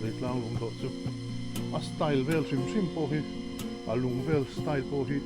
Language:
Mizo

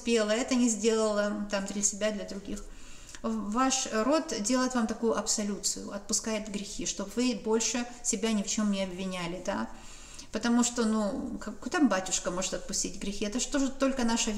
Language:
Russian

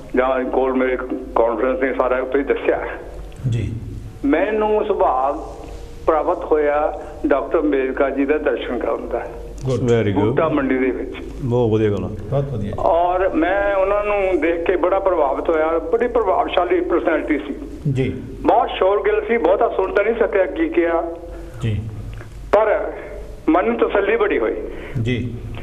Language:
Punjabi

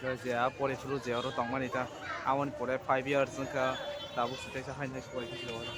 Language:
Kok Borok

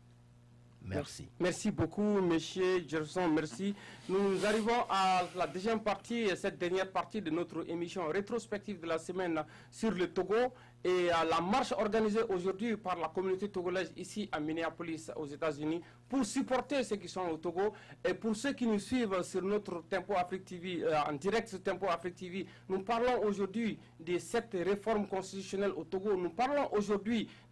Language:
French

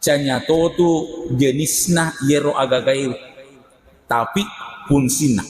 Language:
Buginese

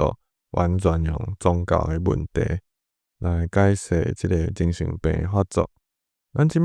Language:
Min Nan Chinese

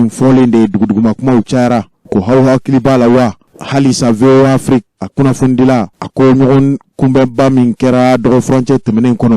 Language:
Bambara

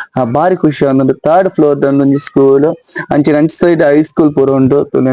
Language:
Tulu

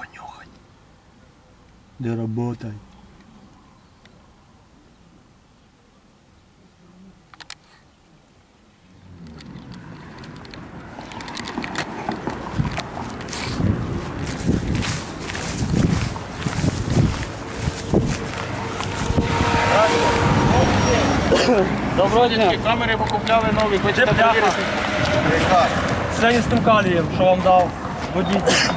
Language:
Ukrainian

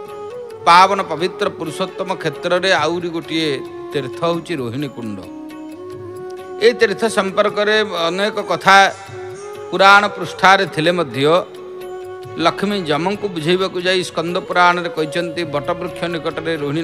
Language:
Odia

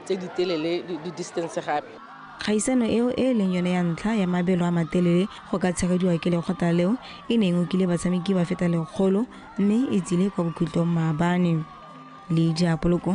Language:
Tswana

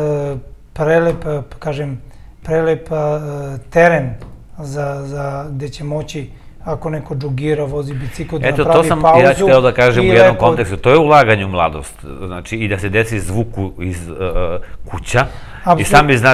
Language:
Serbian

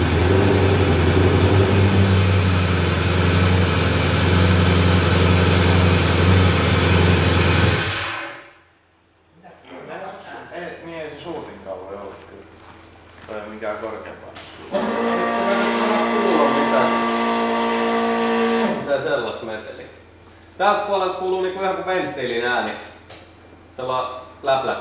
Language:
Finnish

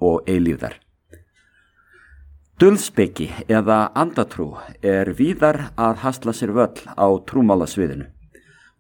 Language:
Icelandic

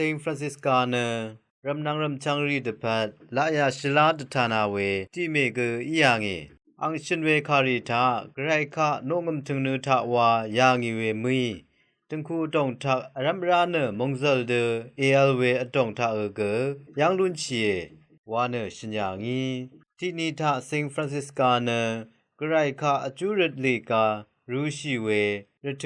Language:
Rawang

